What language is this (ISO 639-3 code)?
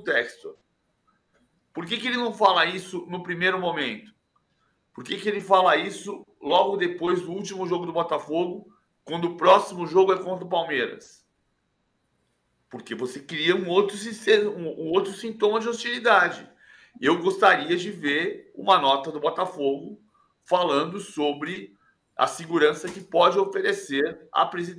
por